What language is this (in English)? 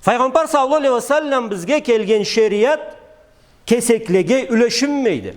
Karachay-Balkar